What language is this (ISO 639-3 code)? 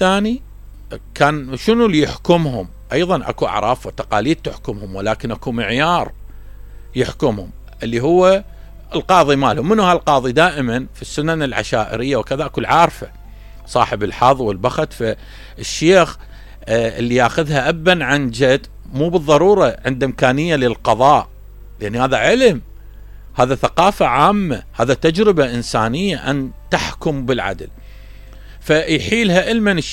acm